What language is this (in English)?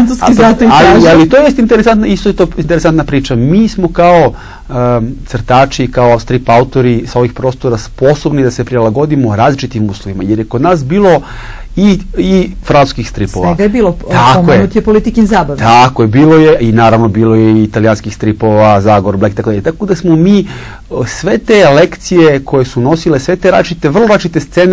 Serbian